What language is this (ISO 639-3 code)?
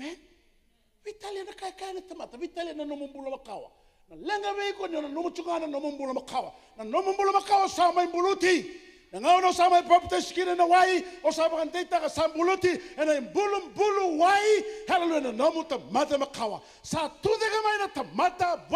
fij